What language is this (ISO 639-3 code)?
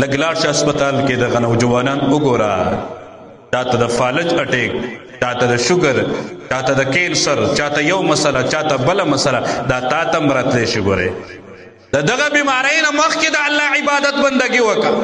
pus